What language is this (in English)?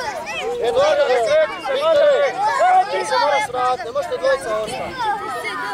Croatian